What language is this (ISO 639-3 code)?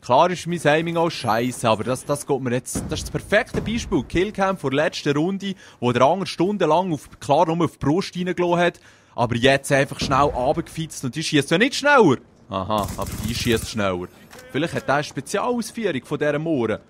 gsw